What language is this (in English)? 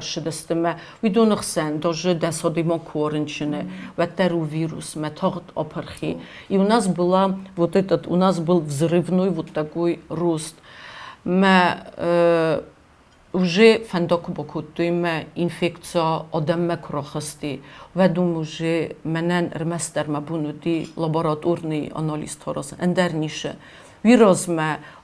Ossetic